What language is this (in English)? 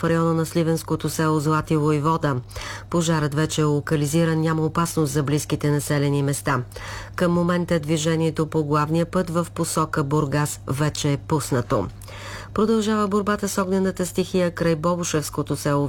Bulgarian